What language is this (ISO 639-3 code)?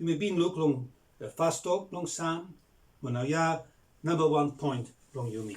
bis